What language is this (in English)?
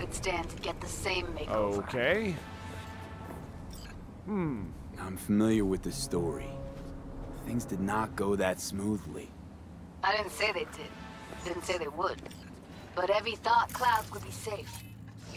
English